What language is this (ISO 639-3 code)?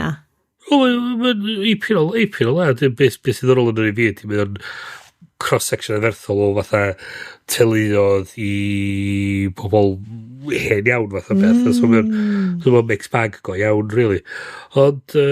cym